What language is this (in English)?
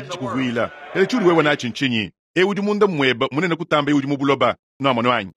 Luba-Lulua